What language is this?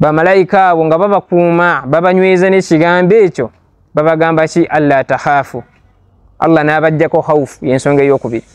Ganda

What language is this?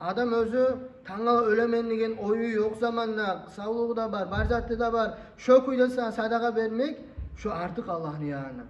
Kumyk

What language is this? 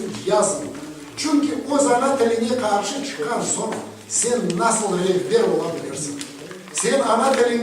Crimean Tatar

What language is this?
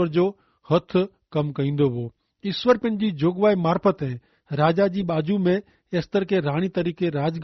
Kachhi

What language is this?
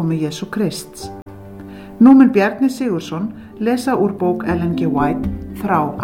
Icelandic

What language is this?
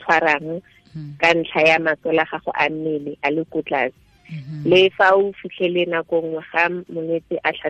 Tswana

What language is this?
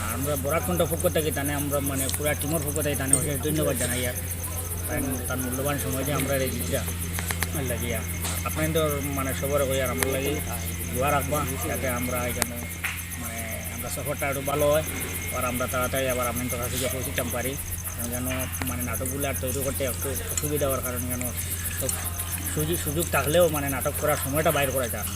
Sylheti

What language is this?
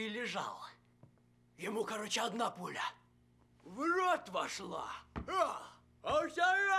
Russian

